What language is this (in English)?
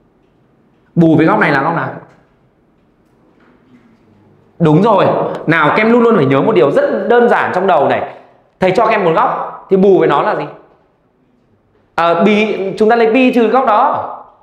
Vietnamese